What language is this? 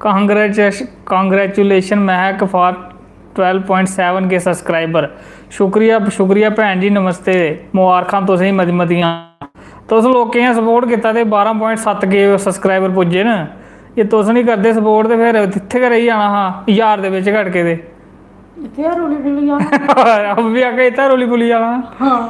Dogri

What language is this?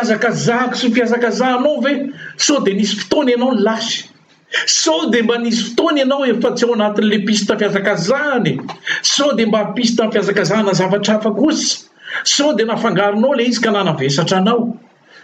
Malagasy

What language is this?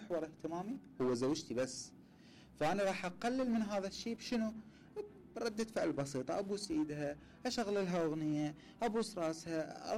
Mesopotamian Arabic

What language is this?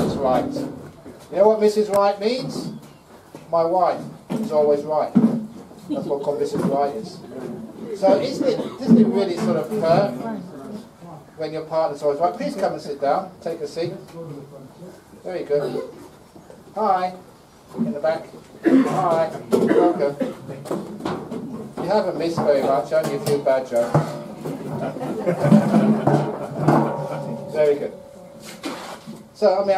English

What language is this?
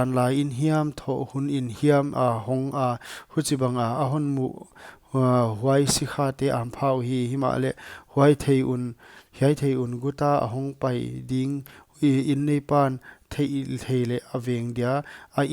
Paite Chin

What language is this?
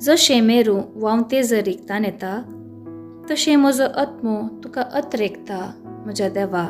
Konkani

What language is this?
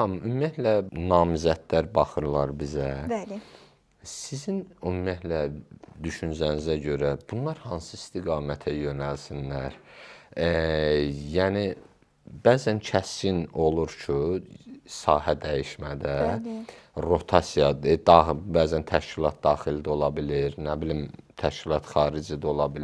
Azerbaijani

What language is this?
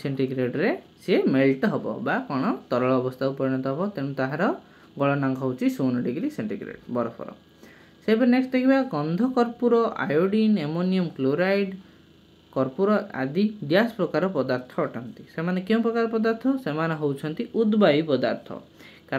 Odia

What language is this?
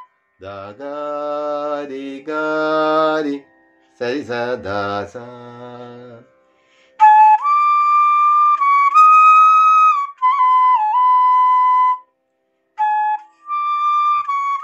Malayalam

